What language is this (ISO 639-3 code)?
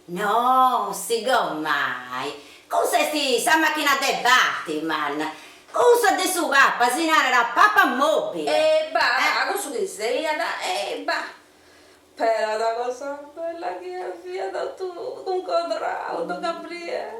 srd